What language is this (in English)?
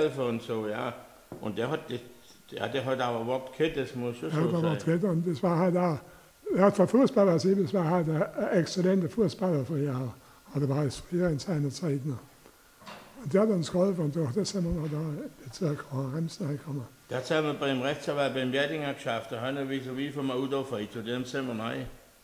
German